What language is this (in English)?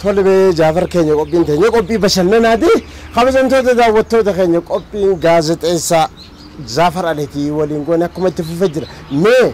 Oromo